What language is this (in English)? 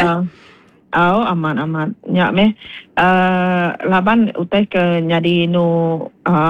Iban